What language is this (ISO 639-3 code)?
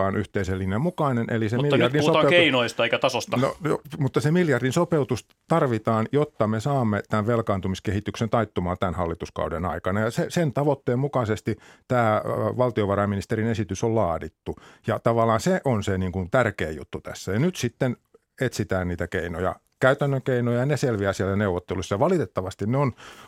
fin